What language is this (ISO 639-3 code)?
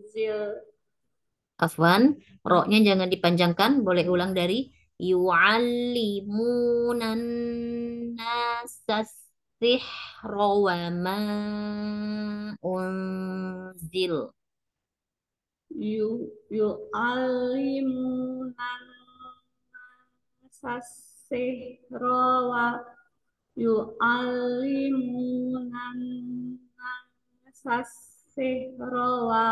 ind